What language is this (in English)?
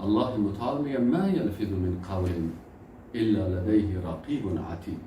Persian